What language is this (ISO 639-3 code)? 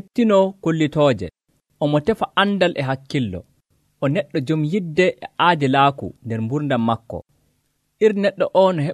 fuv